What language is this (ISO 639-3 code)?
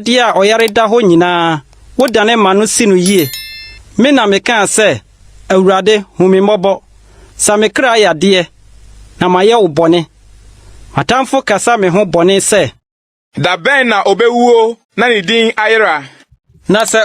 aka